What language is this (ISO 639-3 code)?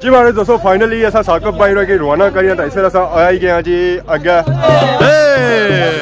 phr